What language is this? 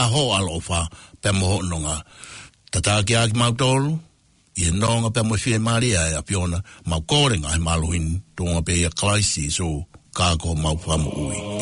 Tongan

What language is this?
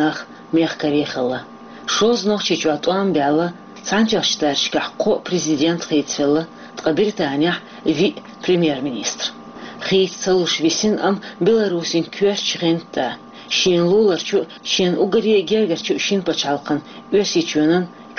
Chechen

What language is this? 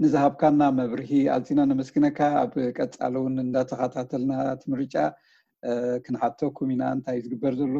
Tigrinya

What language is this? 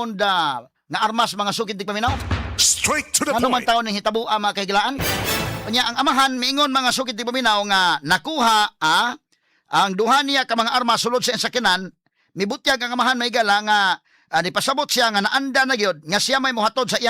Cebuano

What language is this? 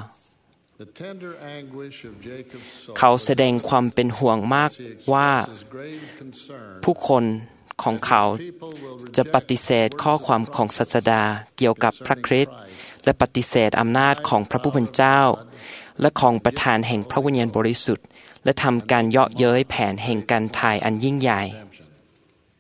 Thai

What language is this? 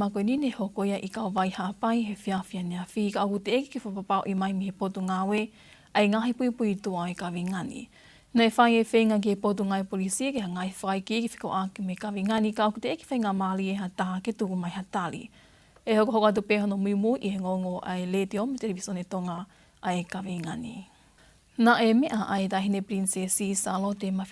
Tongan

